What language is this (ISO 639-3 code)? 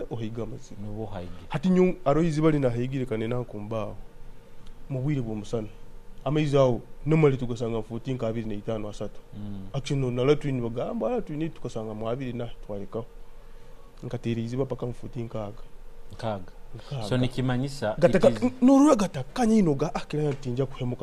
nyo